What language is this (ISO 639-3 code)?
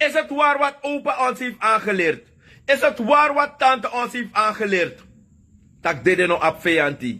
srn